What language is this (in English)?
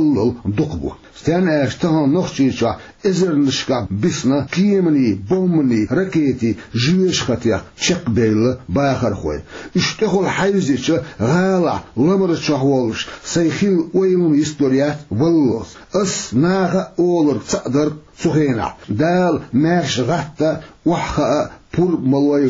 Chechen